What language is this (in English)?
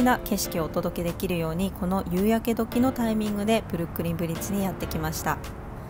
Japanese